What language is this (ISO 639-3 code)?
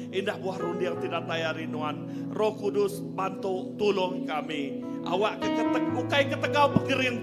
iba